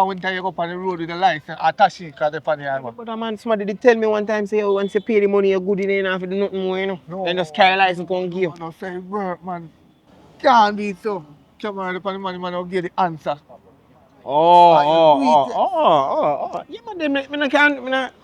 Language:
Jamaican Creole English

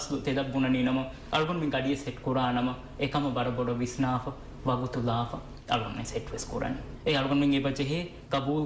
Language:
Divehi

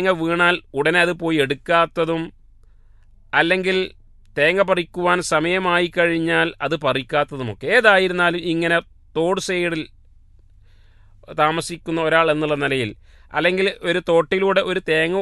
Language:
Malayalam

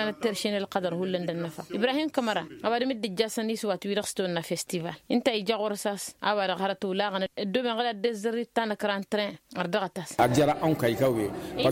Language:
Tamasheq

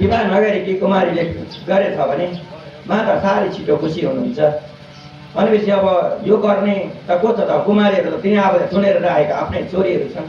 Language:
Nepali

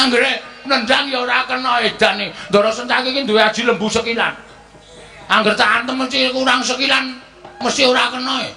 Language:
Javanese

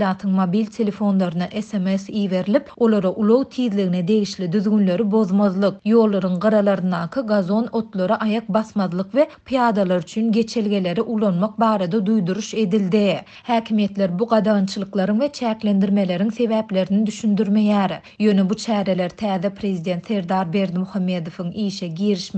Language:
Turkmen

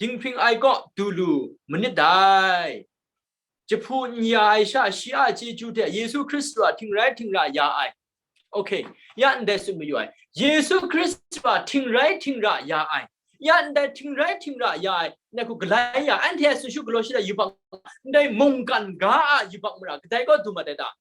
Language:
Kachin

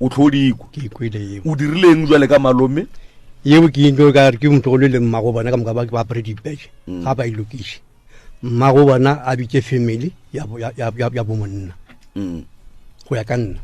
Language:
Northern Sotho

